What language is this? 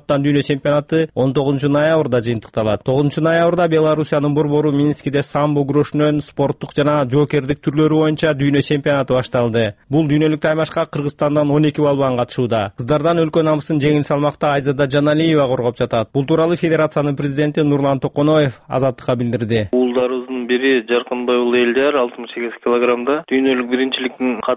Kyrgyz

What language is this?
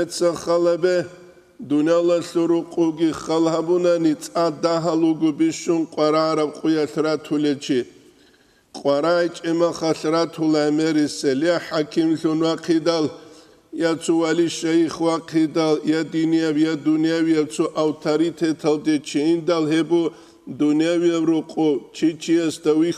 Avaric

